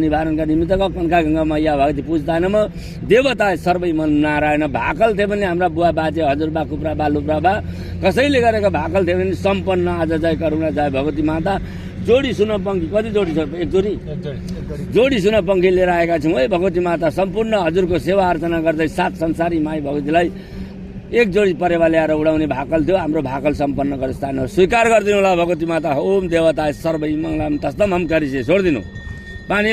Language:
Nepali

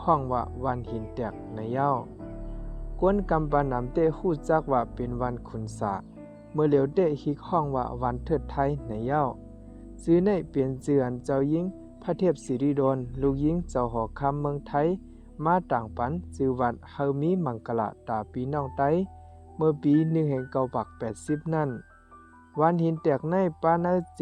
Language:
Shan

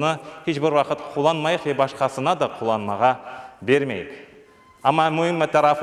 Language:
Crimean Tatar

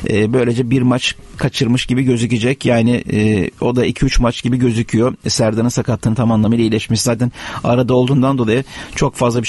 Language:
Turkish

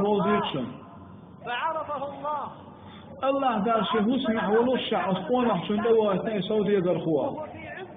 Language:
Chechen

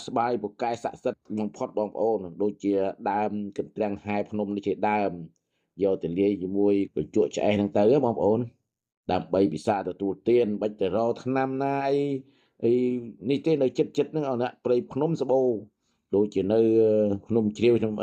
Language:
Khmer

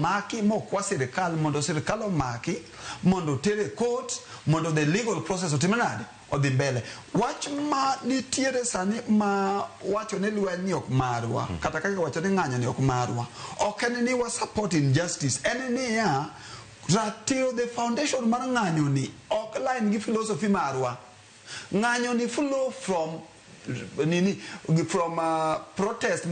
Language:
Luo (Kenya and Tanzania)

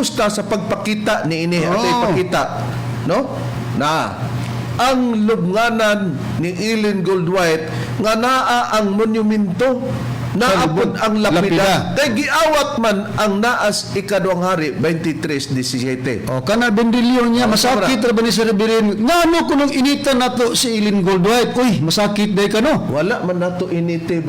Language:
Cebuano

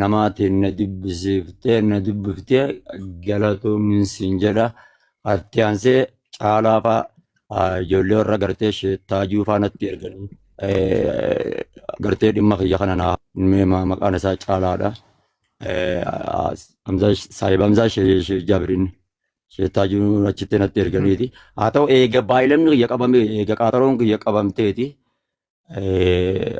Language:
Oromo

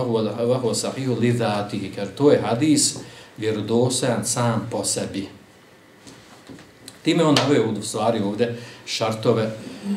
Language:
Bosnian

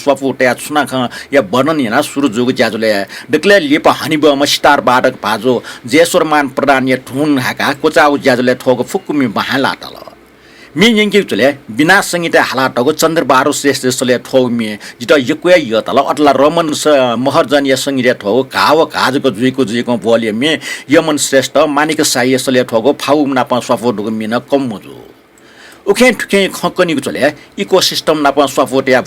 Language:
Newari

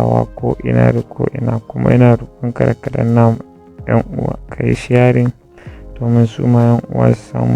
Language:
Hausa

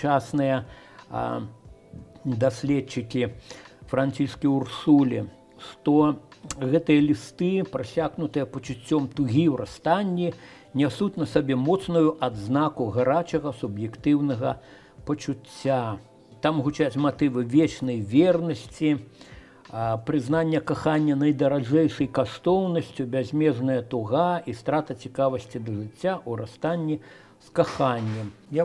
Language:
Belarusian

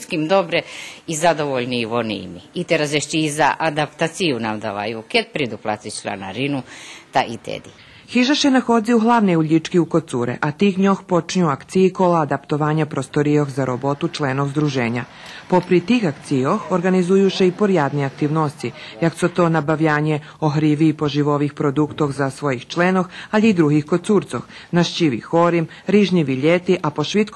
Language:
Rusyn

